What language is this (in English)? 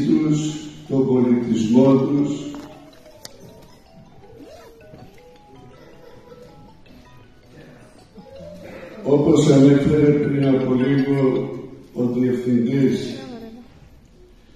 Greek